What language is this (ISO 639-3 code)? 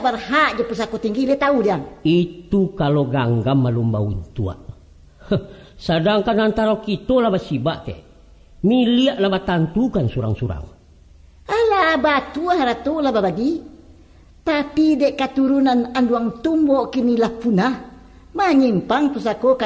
min